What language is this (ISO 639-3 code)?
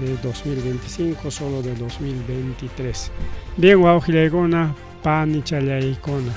quy